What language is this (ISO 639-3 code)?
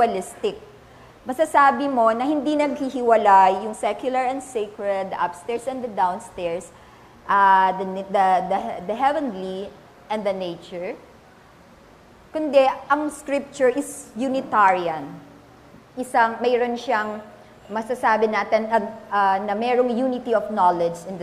fil